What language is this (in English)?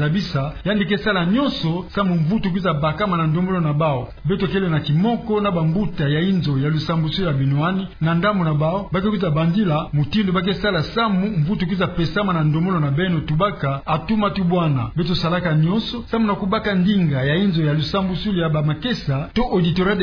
Kituba (Democratic Republic of Congo)